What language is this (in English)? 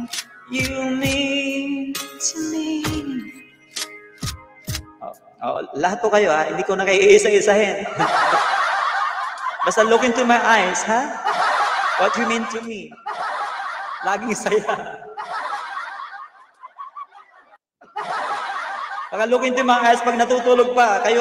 Filipino